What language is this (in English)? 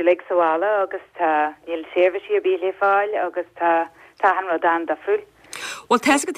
Irish